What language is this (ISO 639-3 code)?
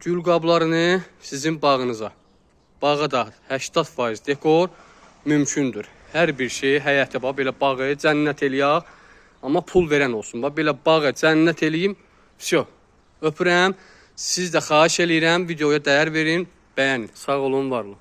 aze